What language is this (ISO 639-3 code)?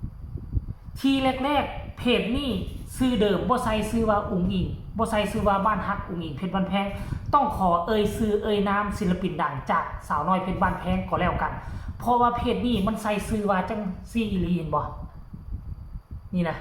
tts